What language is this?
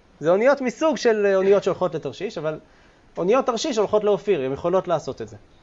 Hebrew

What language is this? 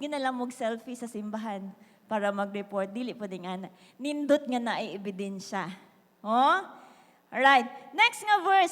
Cebuano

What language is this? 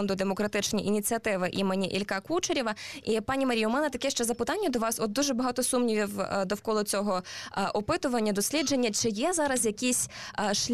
Ukrainian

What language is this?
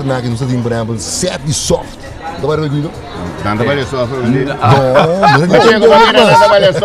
Papiamento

